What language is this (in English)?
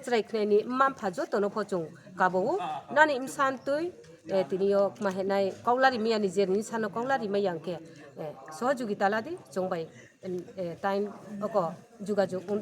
Riang (India)